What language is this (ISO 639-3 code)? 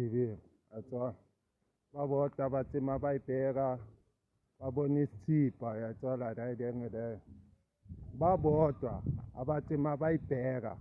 zul